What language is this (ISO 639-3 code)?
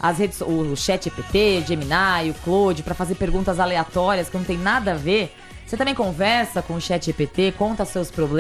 por